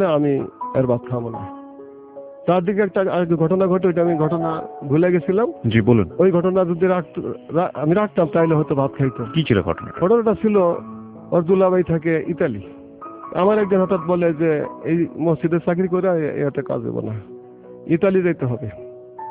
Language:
Bangla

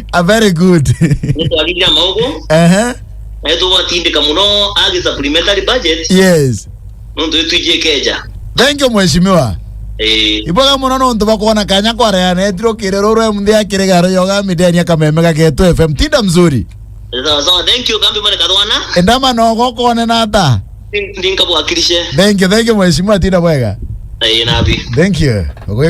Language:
Meru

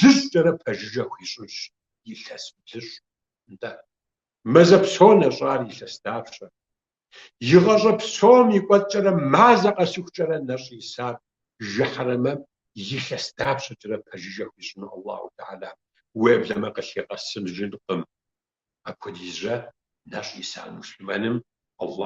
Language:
Kabardian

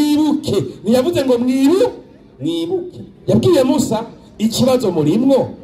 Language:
Rundi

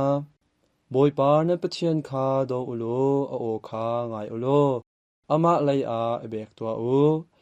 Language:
Hakha Chin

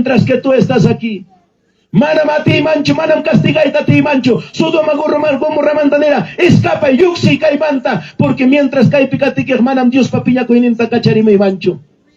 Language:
Ayacucho Quechua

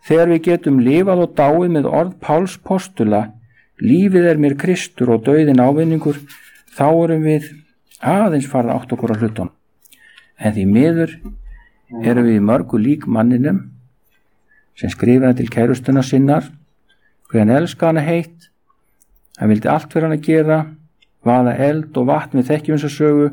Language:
Icelandic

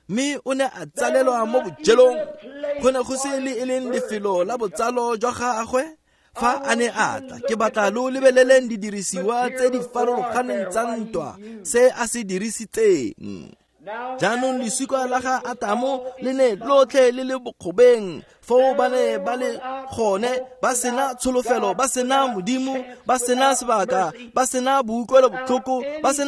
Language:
Tswana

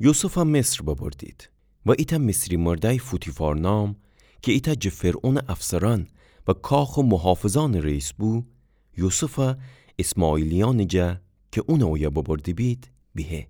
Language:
Gilaki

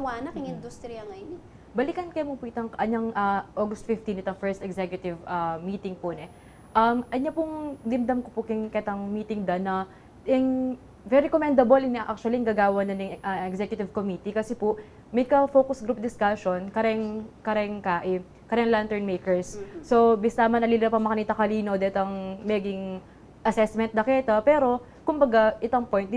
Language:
Pampanga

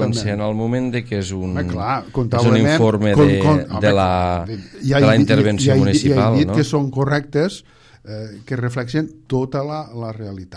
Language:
Catalan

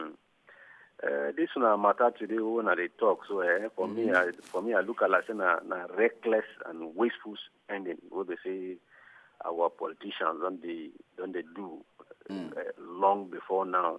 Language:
Nigerian Pidgin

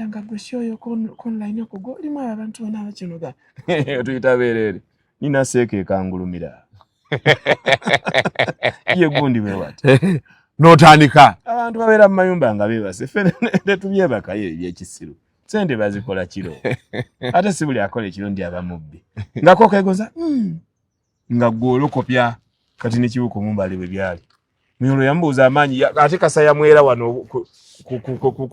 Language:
Ganda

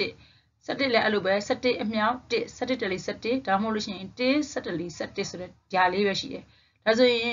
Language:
Burmese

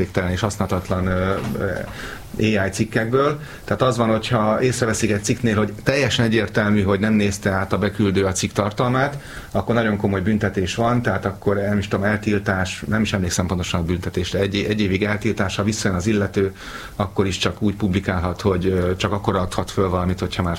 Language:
Hungarian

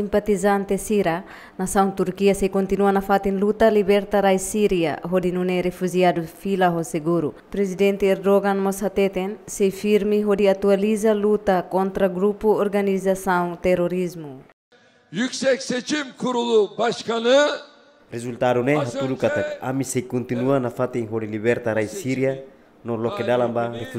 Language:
Tetum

